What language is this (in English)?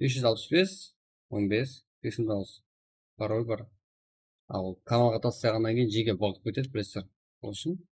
Kara-Kalpak